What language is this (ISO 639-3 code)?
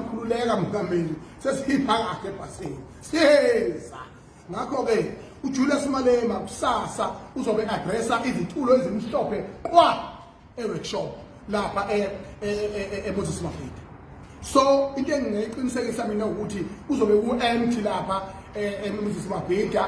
zul